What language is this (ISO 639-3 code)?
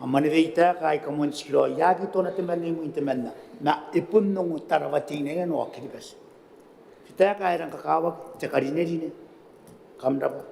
gil